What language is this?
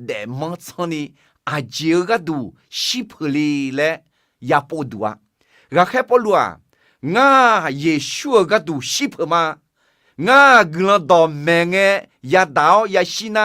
Akha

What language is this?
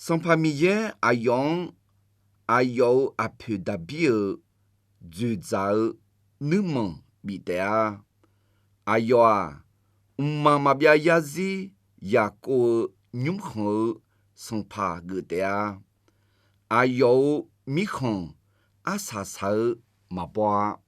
Akha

